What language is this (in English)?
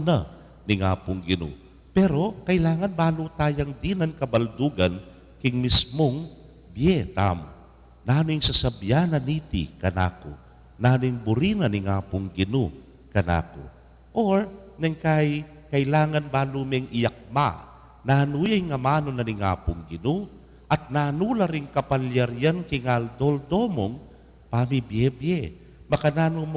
Pampanga